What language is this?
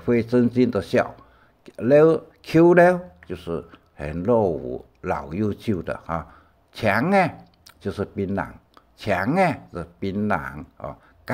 Hakka Chinese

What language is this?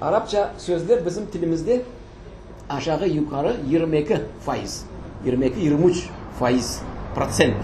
Crimean Tatar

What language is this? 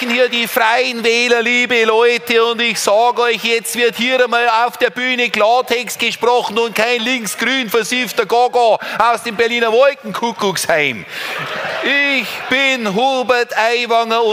Bavarian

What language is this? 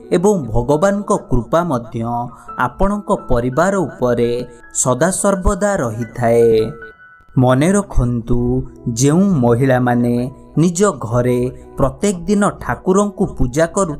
Odia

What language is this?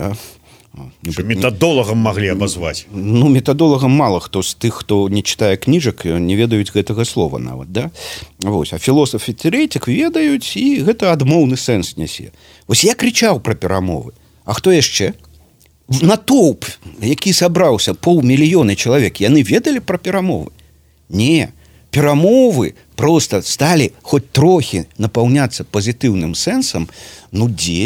Belarusian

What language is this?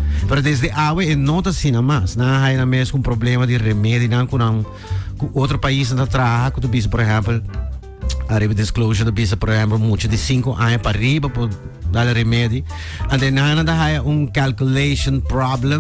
Papiamento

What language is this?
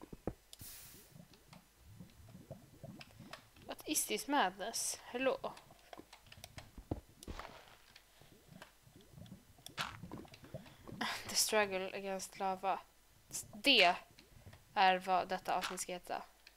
Swedish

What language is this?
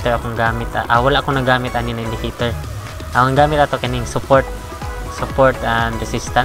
Cebuano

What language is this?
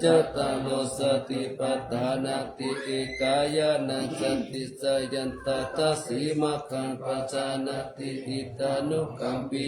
Pali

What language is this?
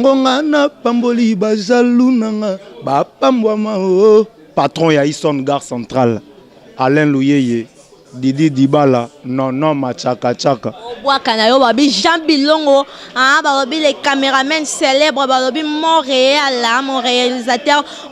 Lingala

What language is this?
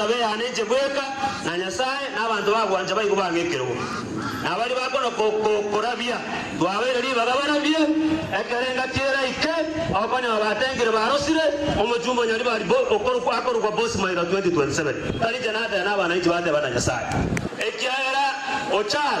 Gusii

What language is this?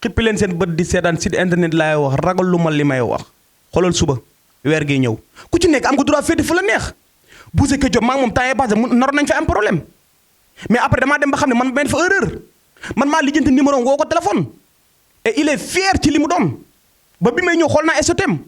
Wolof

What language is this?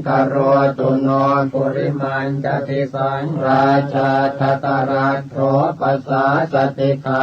Pali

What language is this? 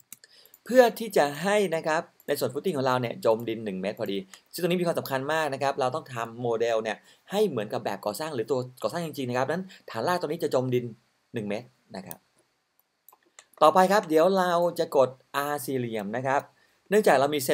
Thai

